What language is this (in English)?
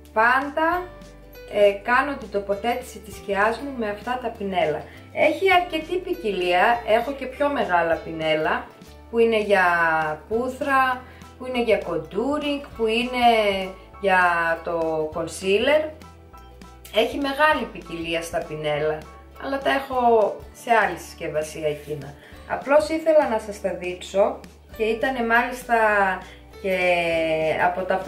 Greek